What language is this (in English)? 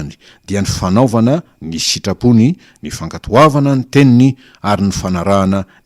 Malagasy